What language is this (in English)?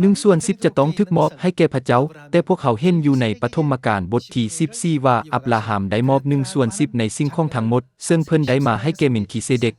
Lao